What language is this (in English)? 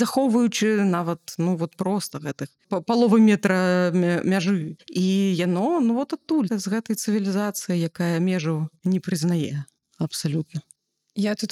Belarusian